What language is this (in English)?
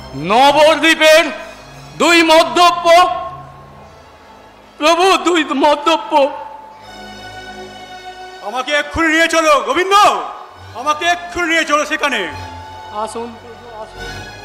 Bangla